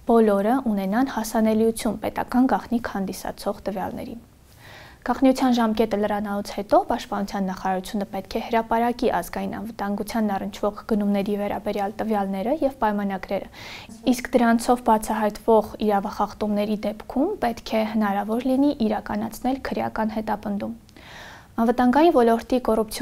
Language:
Armenian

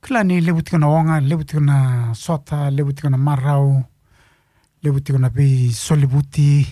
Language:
Fijian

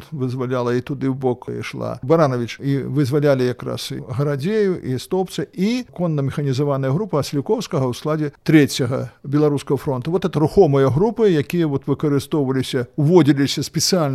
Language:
Belarusian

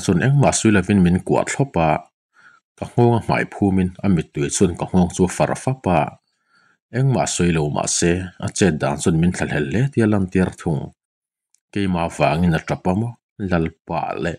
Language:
Mizo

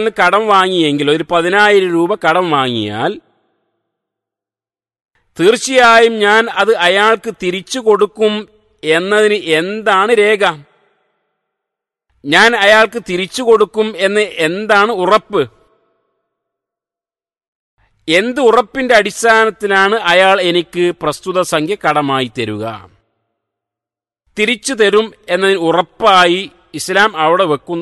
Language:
Malayalam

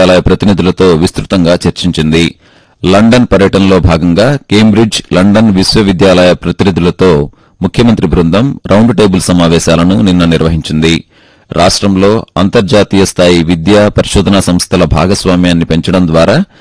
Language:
Telugu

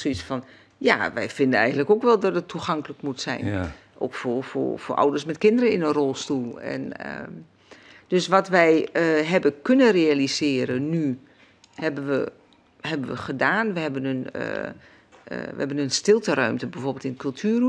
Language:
Dutch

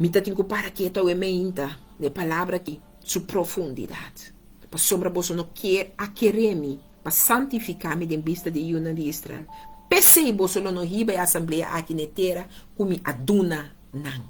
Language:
Papiamento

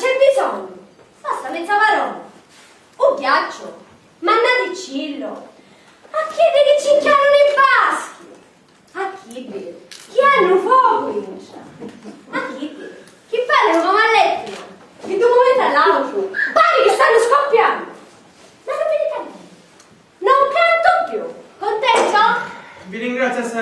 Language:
Sicilian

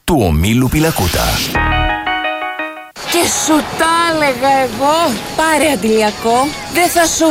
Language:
Greek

